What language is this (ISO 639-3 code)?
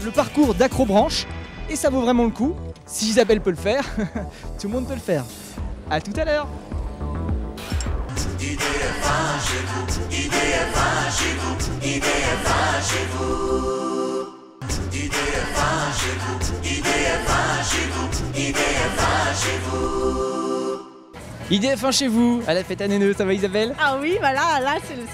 fra